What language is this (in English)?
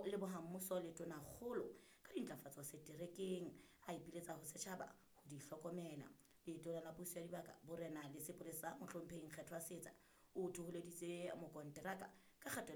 Southern Sotho